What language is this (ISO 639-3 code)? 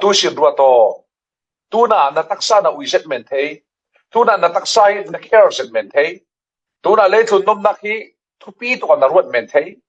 cfm